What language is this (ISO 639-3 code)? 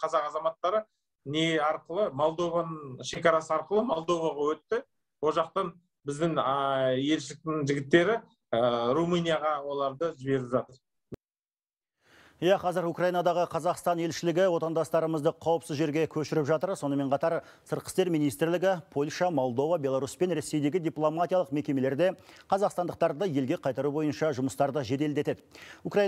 kaz